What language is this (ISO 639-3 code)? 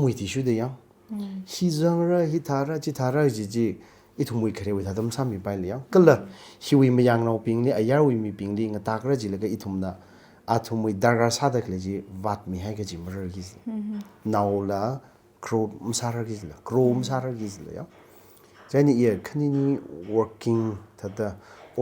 nmf